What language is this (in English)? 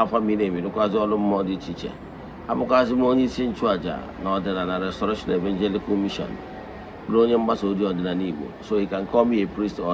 Igbo